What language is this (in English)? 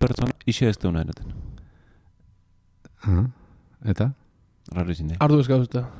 Basque